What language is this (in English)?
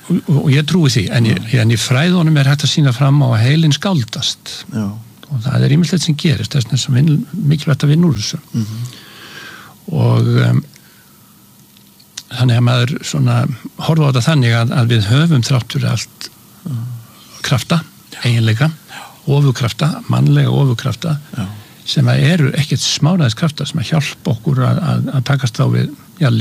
Icelandic